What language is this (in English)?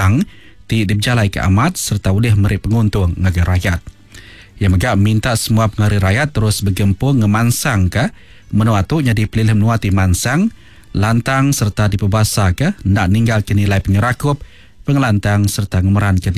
Iban